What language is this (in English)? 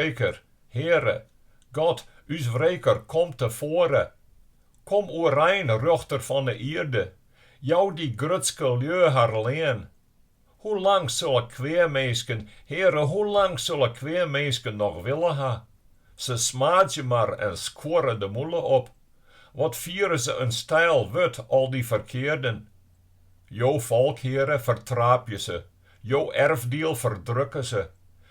Western Frisian